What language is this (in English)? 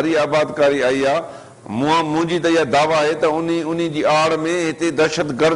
Sindhi